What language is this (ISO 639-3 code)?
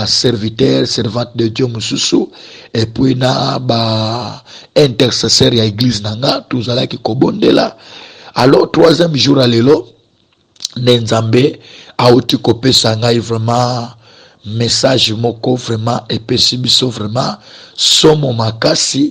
lin